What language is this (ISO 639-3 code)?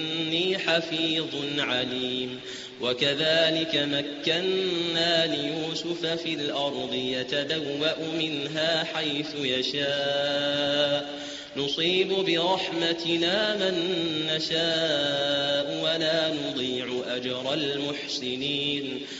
ara